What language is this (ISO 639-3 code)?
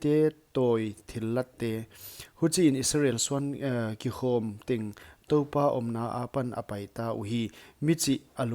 pck